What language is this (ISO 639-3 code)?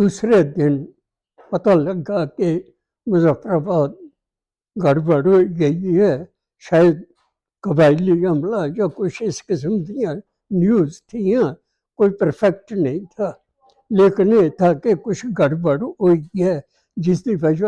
doi